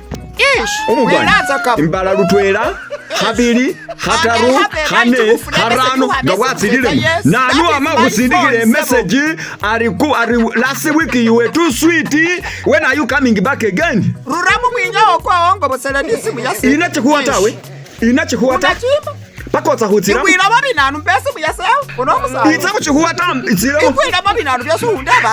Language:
Masaaba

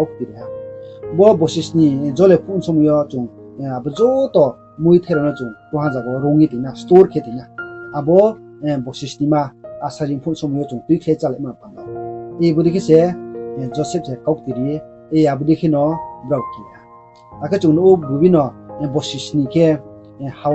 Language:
Riang (India)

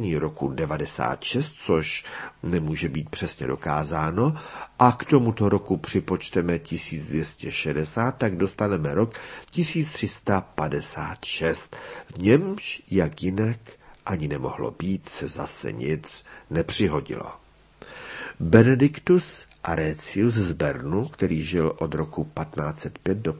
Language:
Czech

